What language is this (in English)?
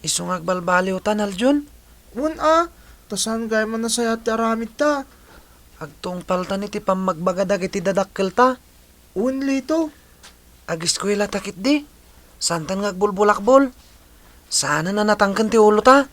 Iloko